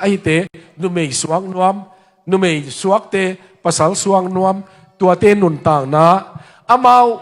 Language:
Tedim Chin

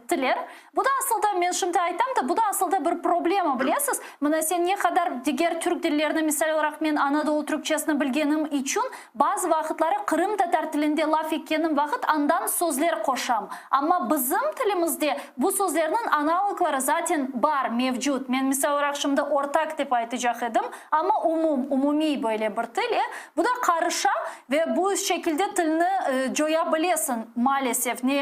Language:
Crimean Tatar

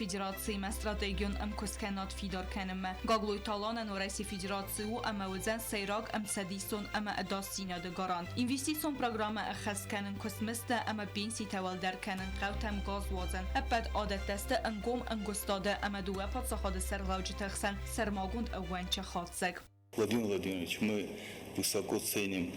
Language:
Ossetic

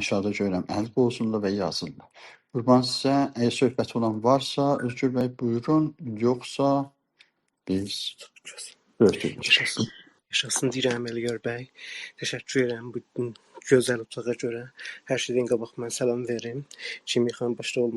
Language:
South Azerbaijani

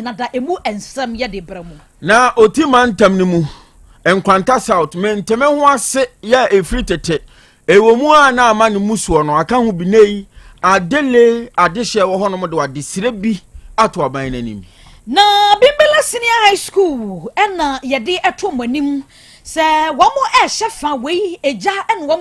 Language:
Akan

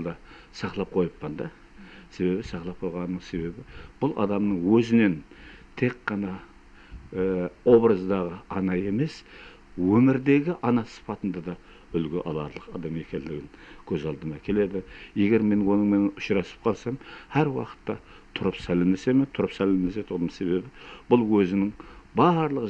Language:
Kara-Kalpak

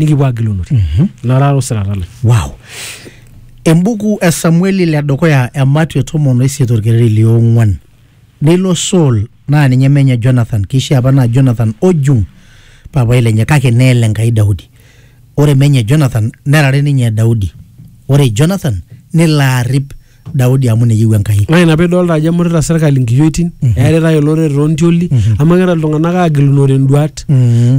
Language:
Masai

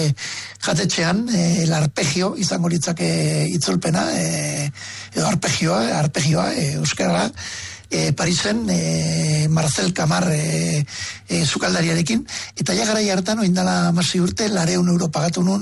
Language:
Basque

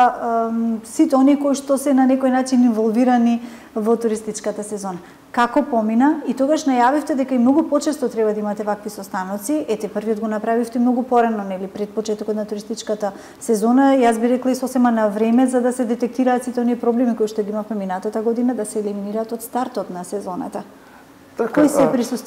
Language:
Macedonian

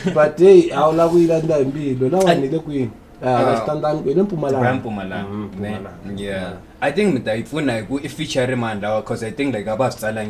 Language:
Tsonga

